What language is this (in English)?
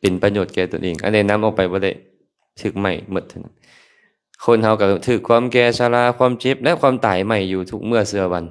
Lao